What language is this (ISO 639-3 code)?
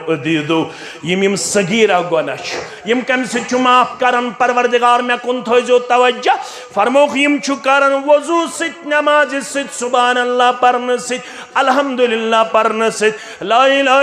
kas